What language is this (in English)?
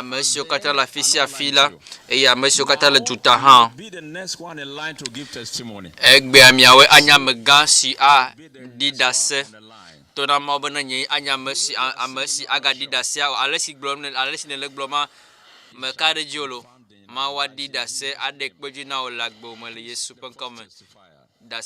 Ewe